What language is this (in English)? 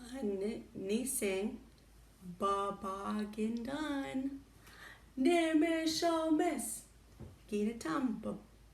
Chippewa